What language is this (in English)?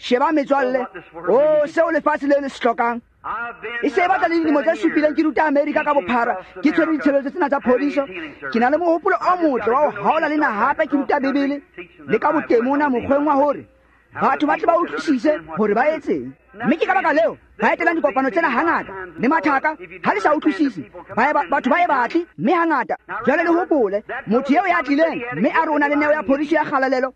Tswana